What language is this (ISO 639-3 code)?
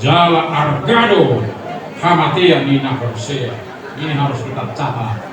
bbc